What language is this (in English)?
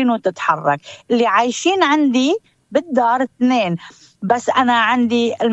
North Levantine Arabic